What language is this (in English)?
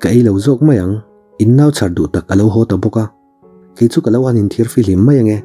Mizo